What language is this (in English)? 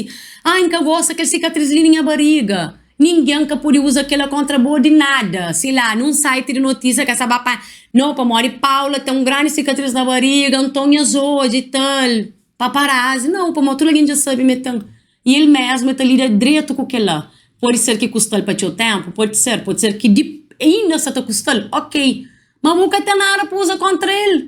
Kabuverdianu